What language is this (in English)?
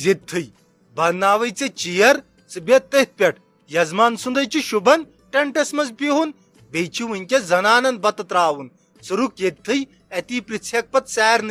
Kashmiri